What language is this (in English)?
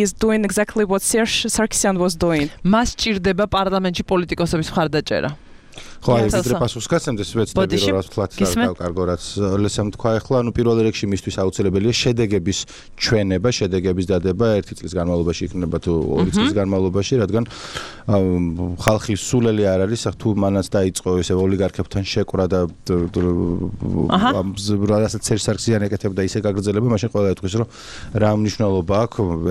Georgian